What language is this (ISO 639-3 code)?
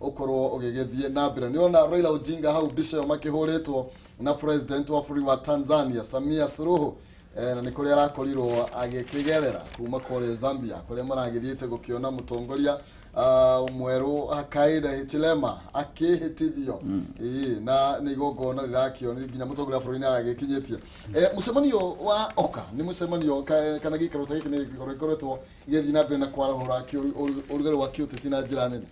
kik